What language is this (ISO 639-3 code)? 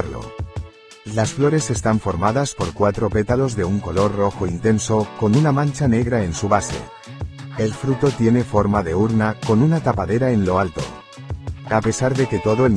spa